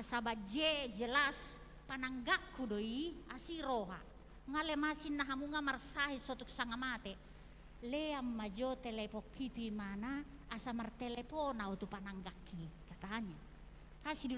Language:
Batak Toba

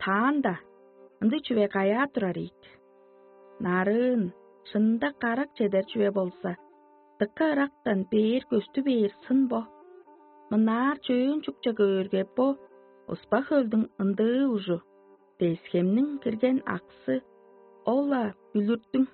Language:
Tuvinian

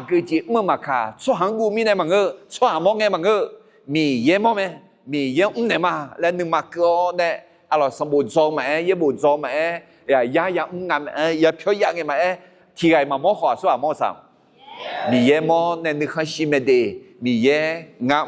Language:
Akha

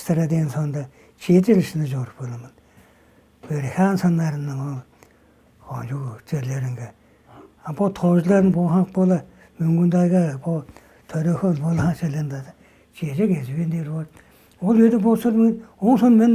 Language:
Tuvinian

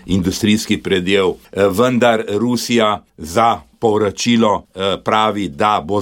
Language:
Slovenian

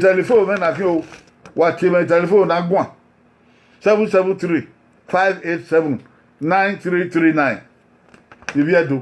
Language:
Bini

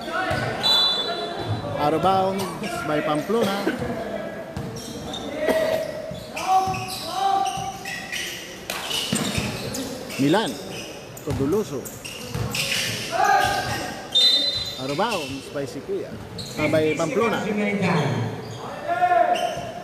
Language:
Filipino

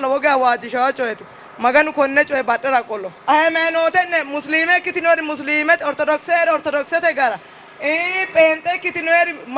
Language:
Sidamo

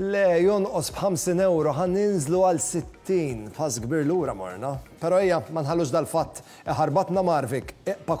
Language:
Maltese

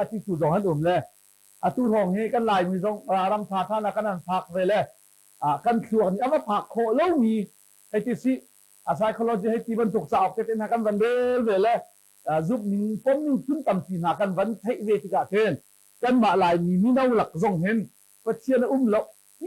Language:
Hakha Chin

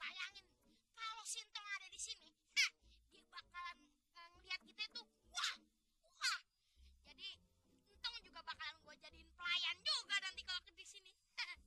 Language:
Betawi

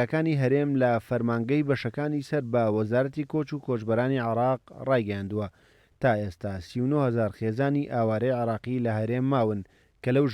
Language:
Central Kurdish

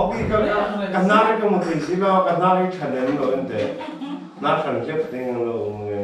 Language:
Mizo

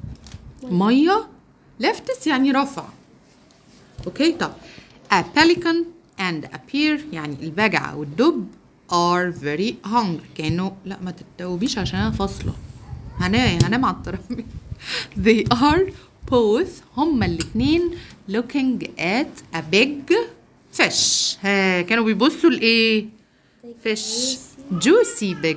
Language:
Egyptian Arabic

